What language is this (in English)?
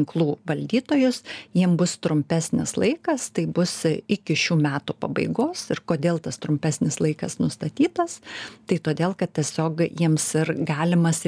Lithuanian